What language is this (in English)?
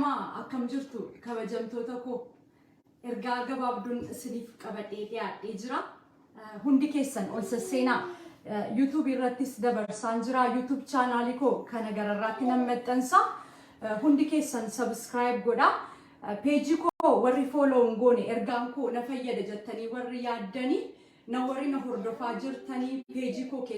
Oromo